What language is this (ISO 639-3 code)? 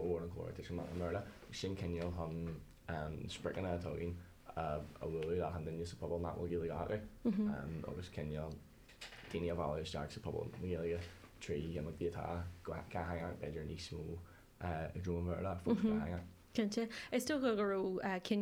gle